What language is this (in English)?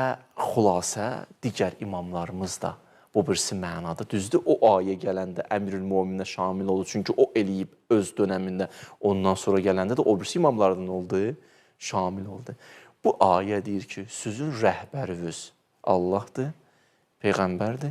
Azerbaijani